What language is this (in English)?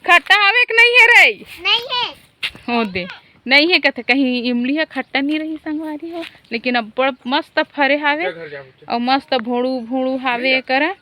Chhattisgarhi